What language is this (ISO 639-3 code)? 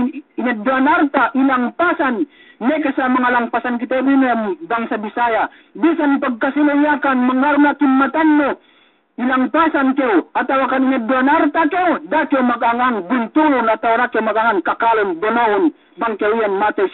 yka